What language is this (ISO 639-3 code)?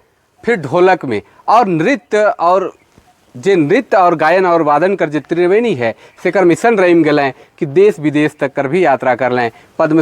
sck